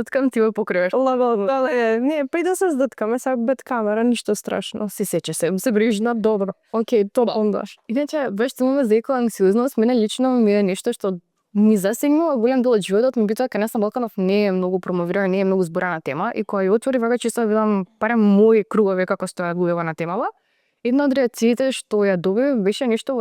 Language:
Macedonian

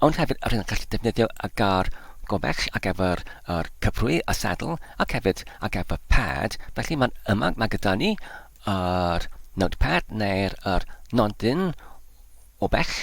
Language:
Welsh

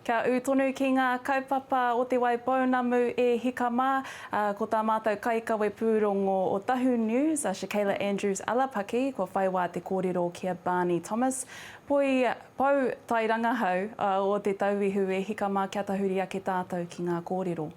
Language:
Māori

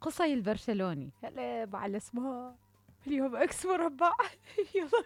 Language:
Mesopotamian Arabic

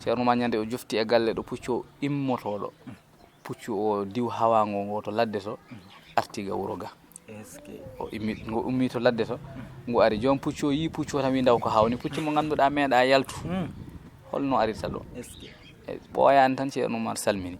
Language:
Fula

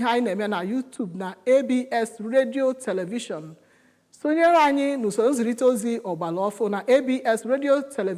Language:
Igbo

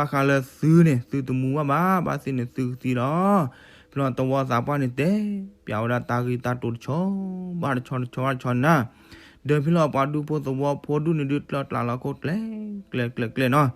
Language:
S'gaw Karen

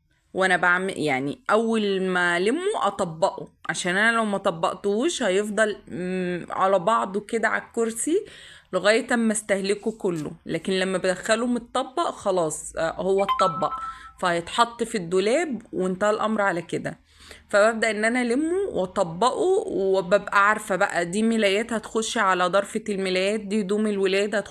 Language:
Egyptian Arabic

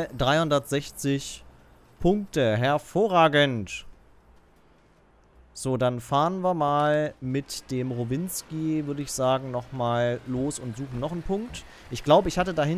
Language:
German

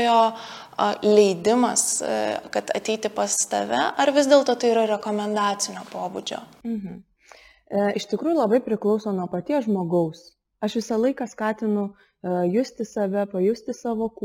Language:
Lithuanian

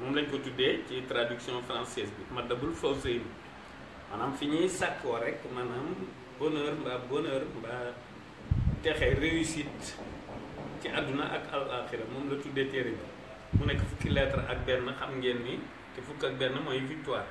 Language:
Wolof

